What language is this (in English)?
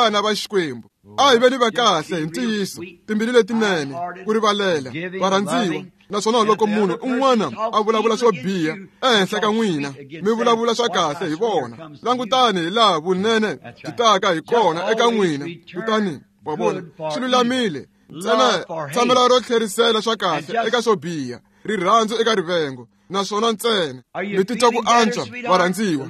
Tsonga